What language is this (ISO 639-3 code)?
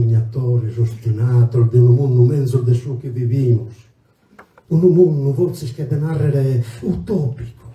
srd